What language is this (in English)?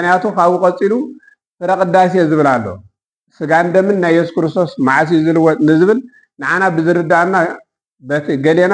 Tigrinya